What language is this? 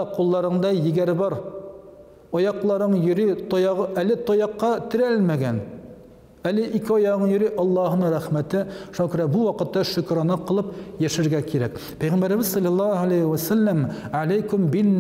Tatar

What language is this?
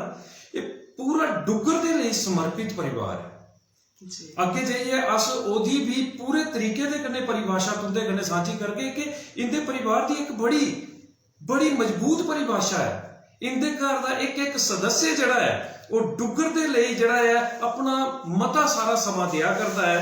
Dogri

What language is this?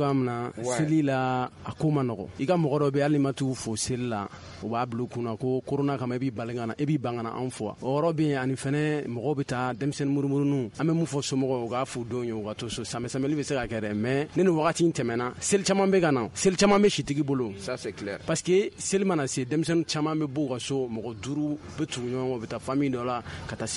Bambara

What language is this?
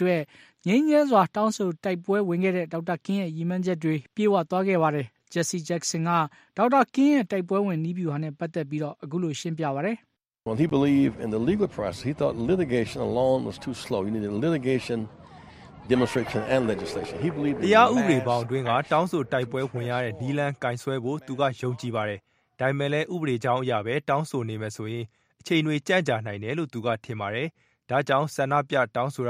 Burmese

